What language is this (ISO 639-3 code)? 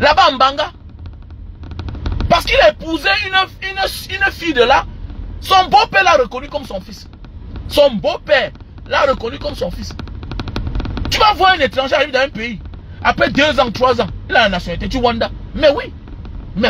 fra